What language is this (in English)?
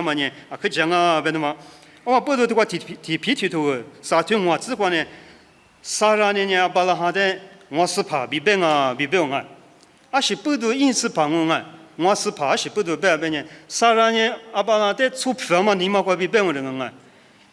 Lisu